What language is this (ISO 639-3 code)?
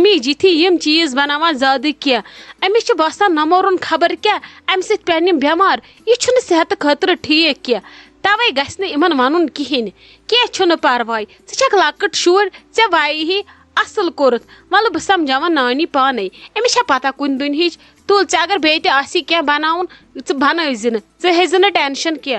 kas